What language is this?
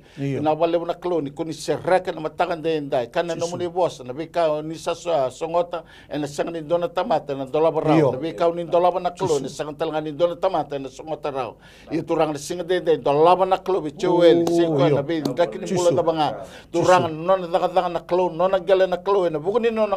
Fijian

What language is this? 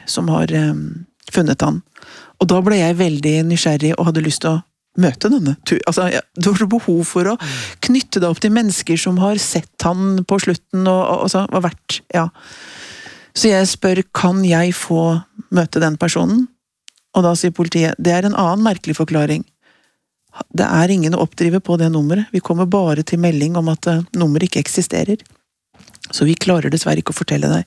Norwegian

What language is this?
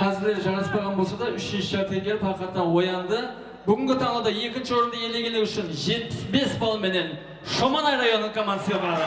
Kara-Kalpak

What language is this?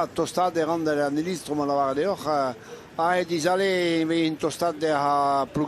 Breton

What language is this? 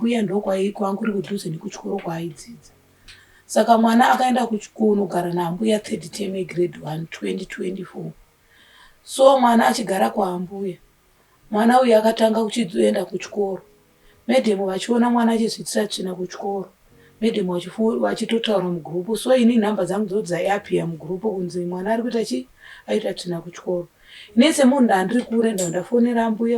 Shona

